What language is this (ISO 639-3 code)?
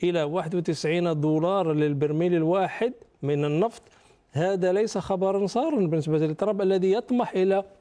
ara